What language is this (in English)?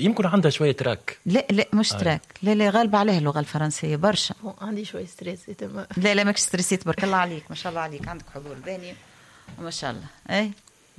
Tunisian Arabic